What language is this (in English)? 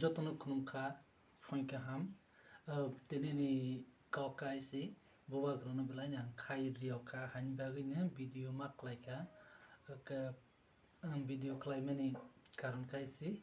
Kok Borok